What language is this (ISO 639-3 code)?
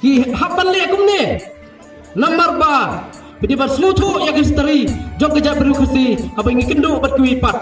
kha